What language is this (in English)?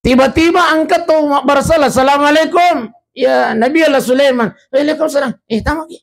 Buginese